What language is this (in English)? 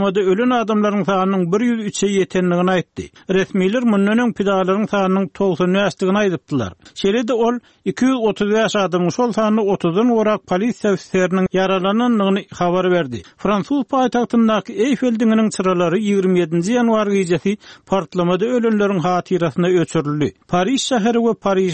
Turkmen